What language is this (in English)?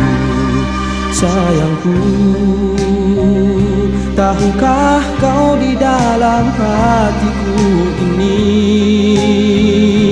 Malay